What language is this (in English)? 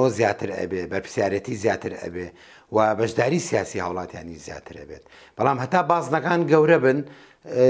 Central Kurdish